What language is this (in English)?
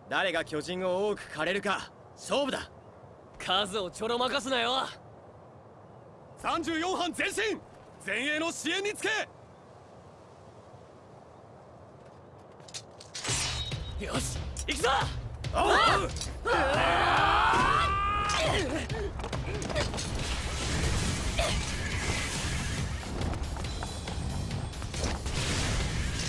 Japanese